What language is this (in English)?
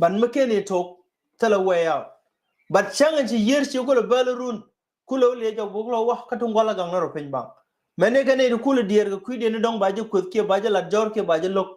Nuer